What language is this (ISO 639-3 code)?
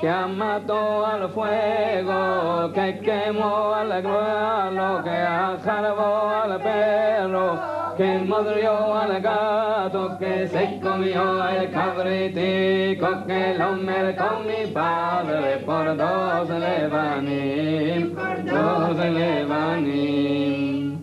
lad